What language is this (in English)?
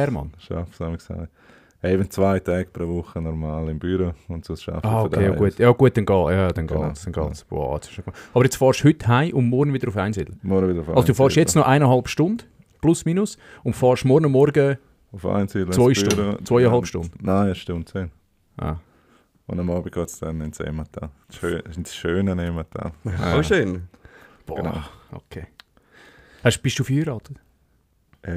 Swiss German